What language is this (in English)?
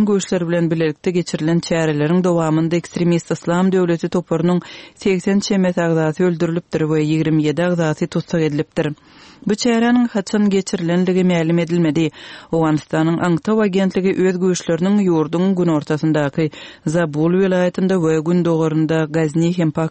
Turkmen